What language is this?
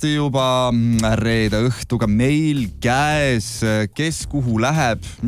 Estonian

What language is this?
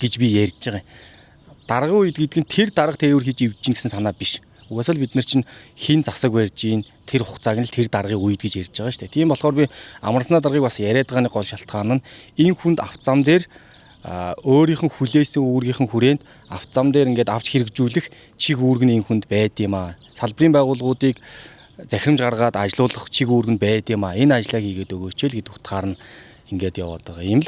Mongolian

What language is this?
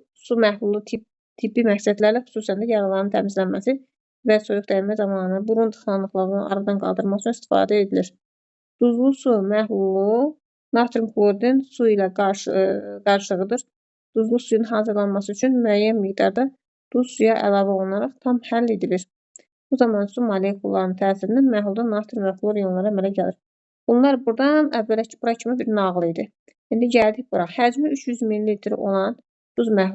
Azerbaijani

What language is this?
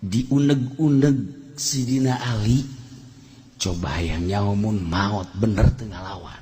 Sundanese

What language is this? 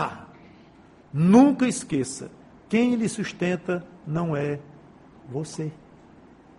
Portuguese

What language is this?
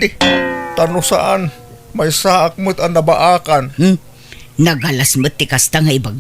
Iloko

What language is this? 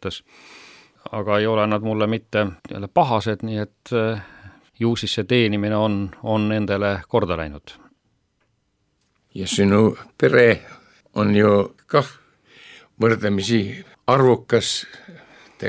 Estonian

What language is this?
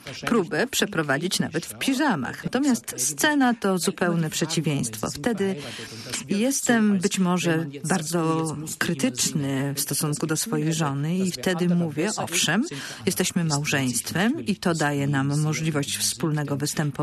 Polish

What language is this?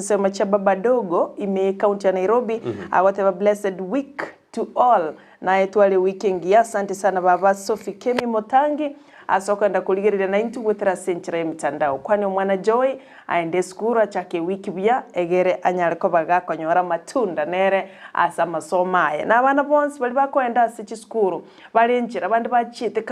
Gusii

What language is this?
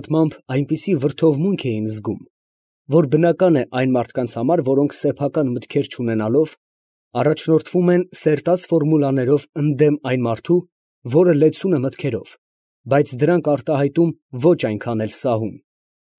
Armenian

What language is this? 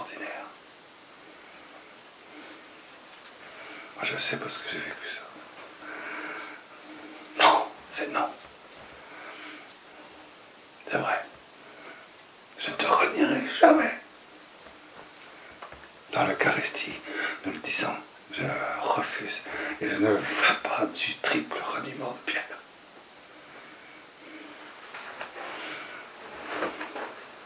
French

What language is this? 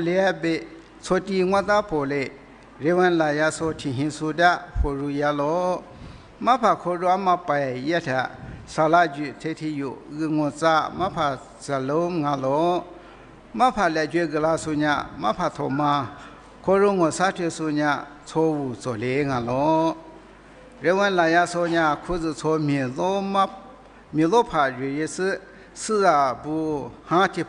Lisu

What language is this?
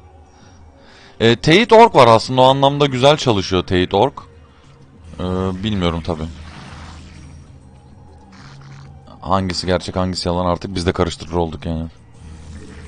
Turkish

